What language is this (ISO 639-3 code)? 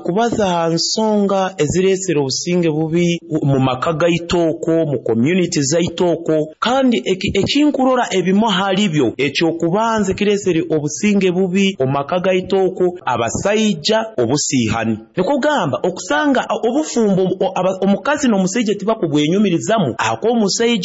nyo